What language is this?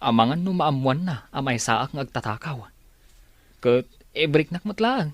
Iloko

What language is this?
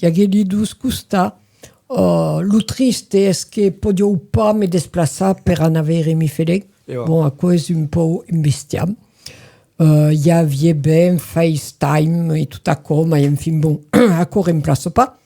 Occitan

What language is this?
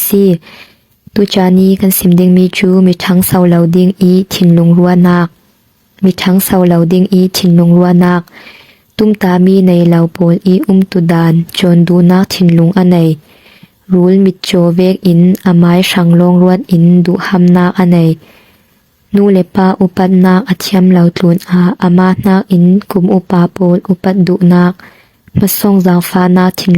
Falam Chin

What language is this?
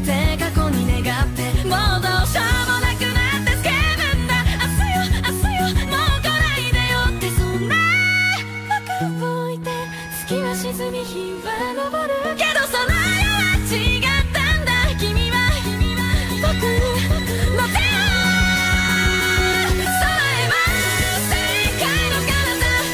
Japanese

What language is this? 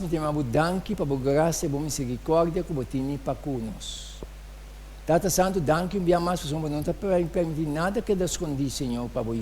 Papiamento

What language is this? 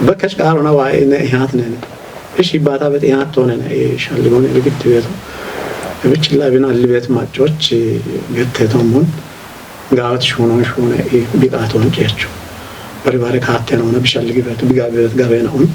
Kafa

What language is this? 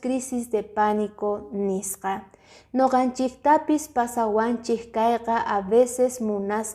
Quechua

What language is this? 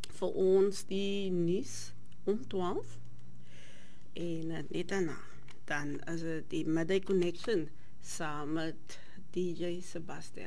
Afrikaans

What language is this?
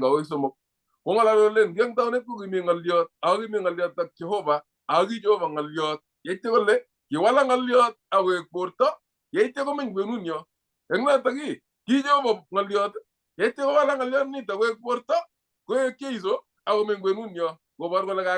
Kalenjin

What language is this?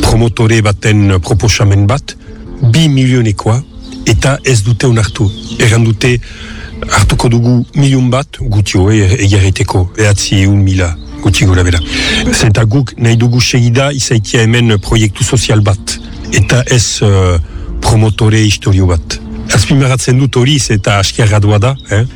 Basque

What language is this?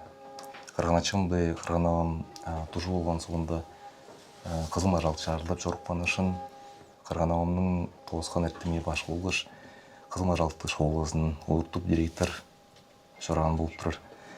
Tuvinian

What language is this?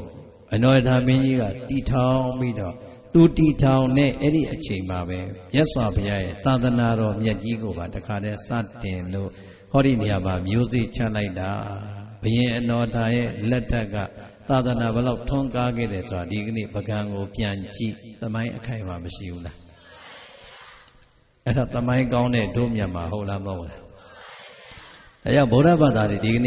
Burmese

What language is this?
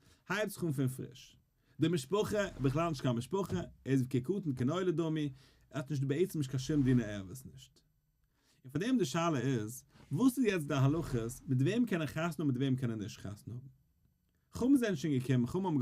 Yiddish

